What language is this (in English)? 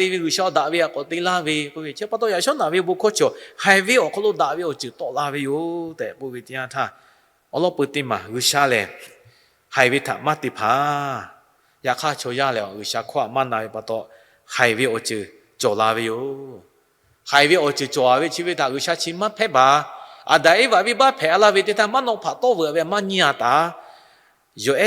Lahu